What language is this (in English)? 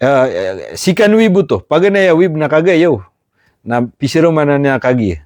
Maranao